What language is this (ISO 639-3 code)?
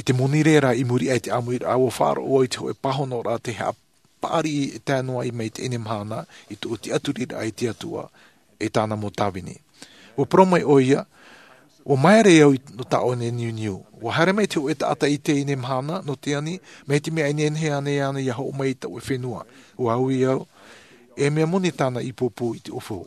tah